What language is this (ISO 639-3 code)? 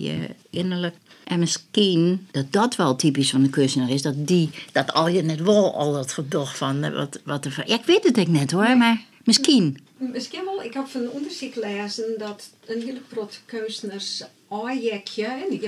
fry